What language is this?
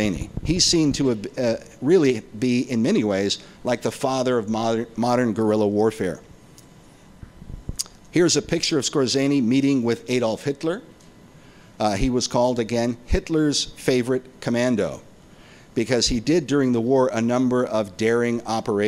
English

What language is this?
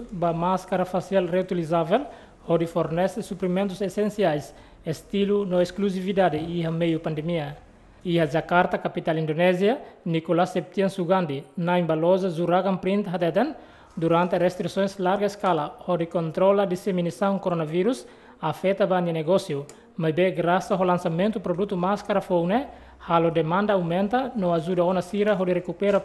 Tetum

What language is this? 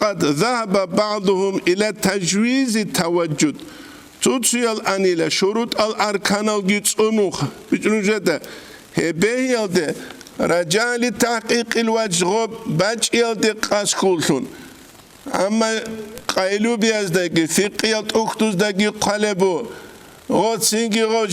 Avaric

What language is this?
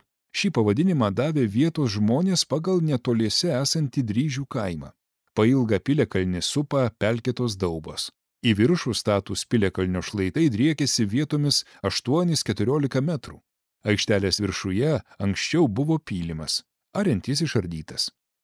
Lithuanian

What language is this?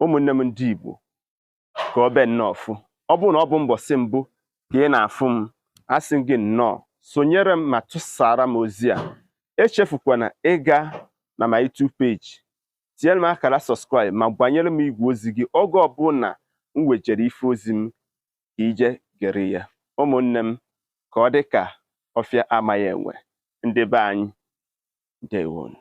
Igbo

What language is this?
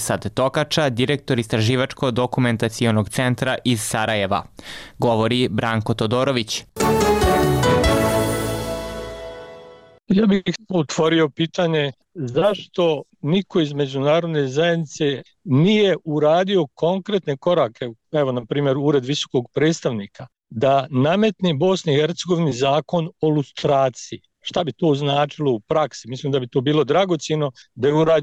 Bosnian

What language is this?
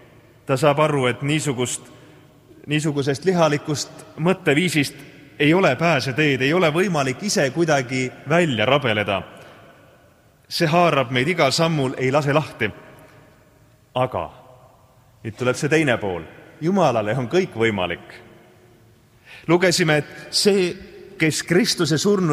Estonian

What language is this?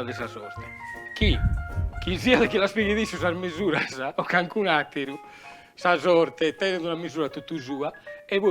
Sardinian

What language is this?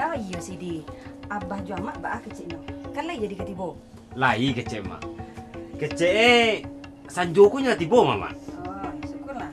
Minangkabau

